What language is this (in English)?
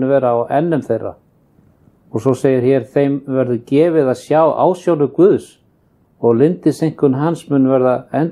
Icelandic